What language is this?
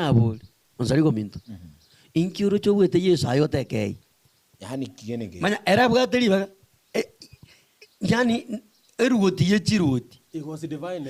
Gusii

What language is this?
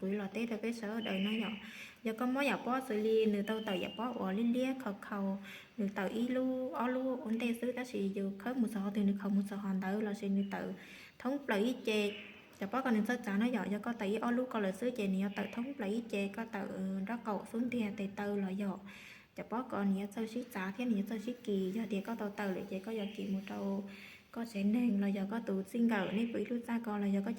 Hmong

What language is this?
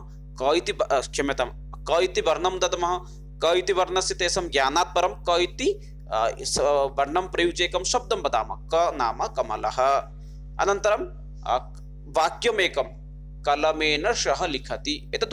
Sanskrit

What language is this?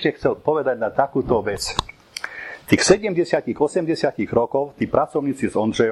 Slovak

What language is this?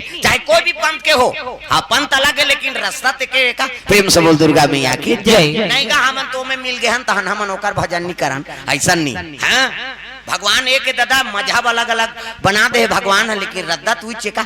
Chhattisgarhi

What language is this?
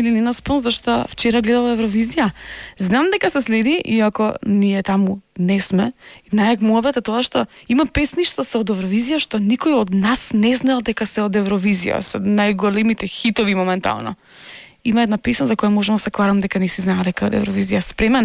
Macedonian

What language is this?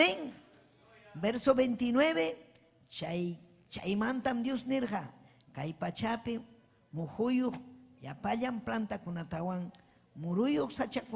Ayacucho Quechua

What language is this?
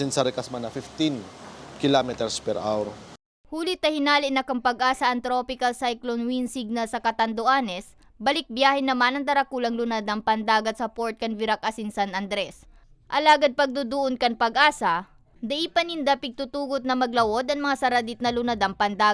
Bikol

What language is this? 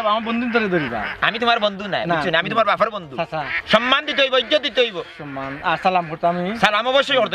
Sylheti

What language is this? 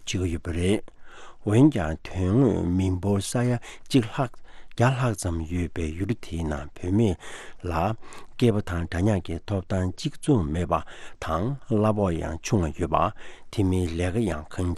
Tibetan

